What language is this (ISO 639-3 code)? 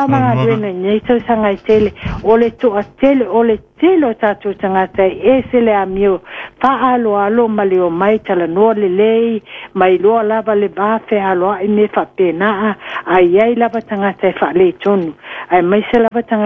smo